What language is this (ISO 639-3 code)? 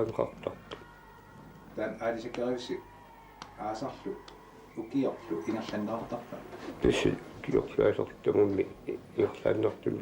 kal